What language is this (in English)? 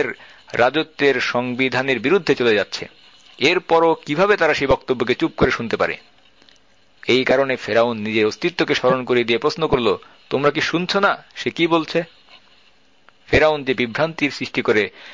Bangla